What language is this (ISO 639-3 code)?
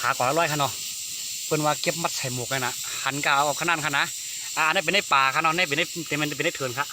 shn